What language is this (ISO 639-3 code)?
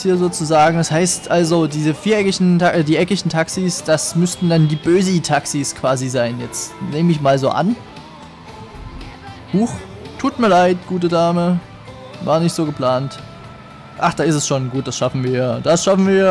deu